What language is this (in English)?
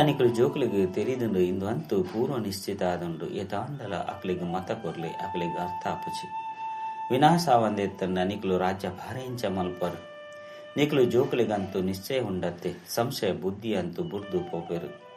Tulu